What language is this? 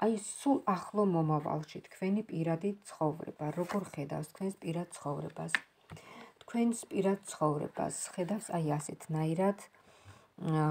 Georgian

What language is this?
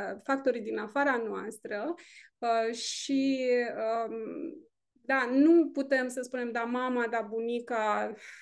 Romanian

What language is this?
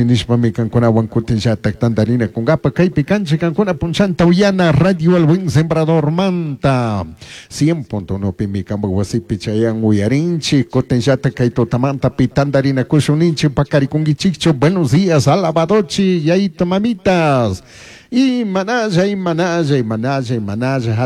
Chimborazo Highland Quichua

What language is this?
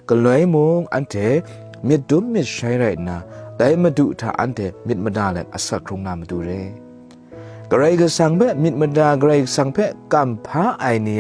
Kachin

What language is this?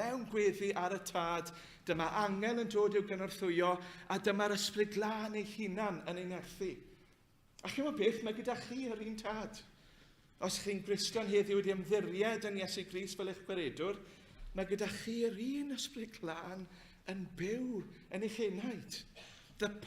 Welsh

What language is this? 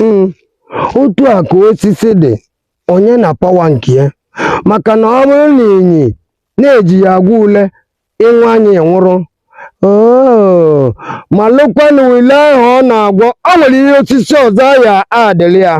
Igbo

